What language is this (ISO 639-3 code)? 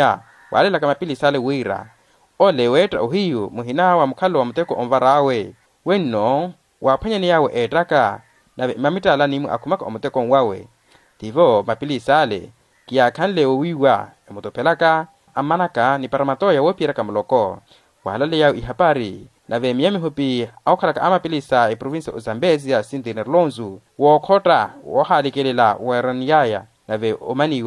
vmw